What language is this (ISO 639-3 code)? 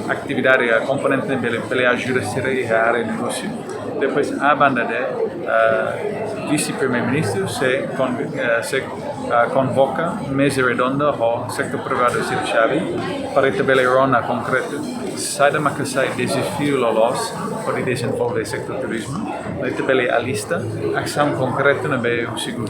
tet